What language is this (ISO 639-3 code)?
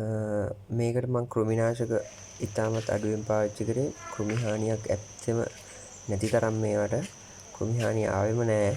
sin